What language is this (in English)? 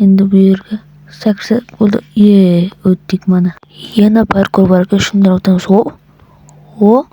Uzbek